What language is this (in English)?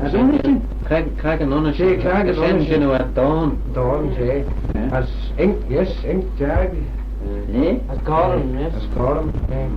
Manx